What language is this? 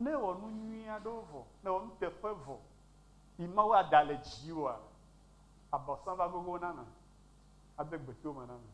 Ewe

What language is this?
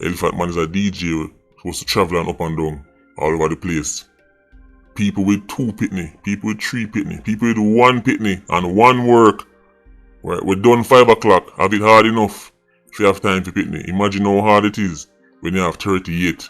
Jamaican Creole English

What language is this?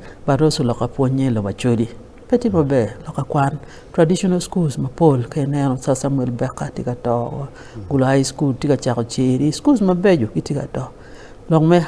Acoli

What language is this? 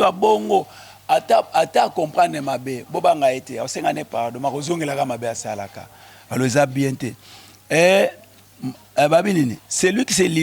Lingala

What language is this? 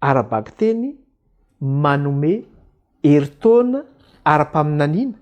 Malagasy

